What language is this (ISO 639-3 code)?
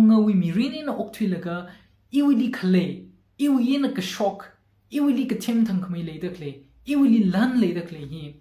nmf